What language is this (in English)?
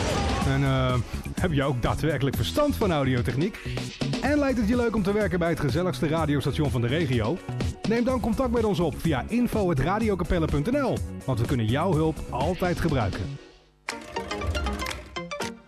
Dutch